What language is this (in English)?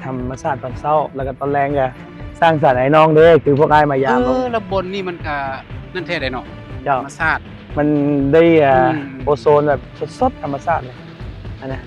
Lao